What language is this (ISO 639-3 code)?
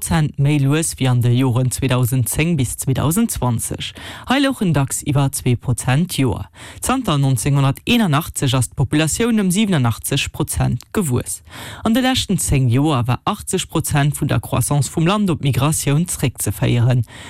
ltz